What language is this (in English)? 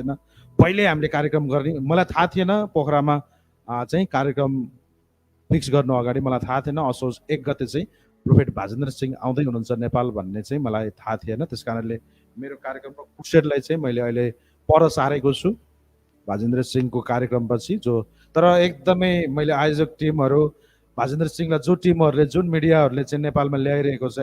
Nepali